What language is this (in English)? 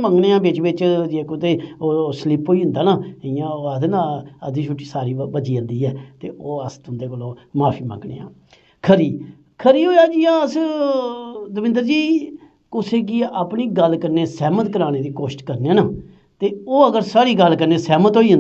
Dogri